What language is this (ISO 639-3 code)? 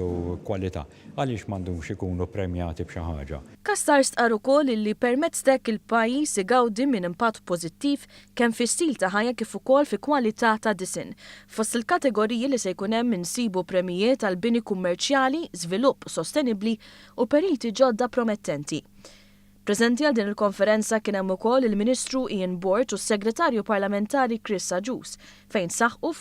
mlt